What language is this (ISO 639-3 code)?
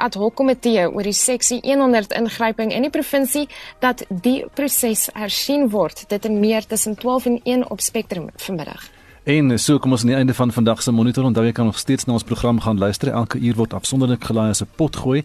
afr